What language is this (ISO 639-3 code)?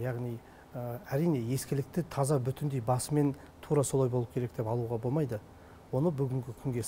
kaz